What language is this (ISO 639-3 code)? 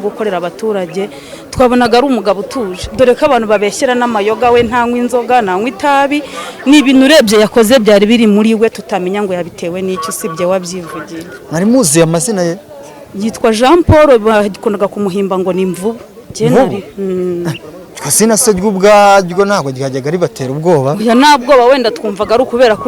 kin